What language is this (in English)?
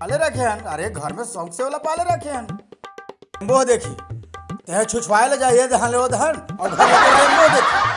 Chhattisgarhi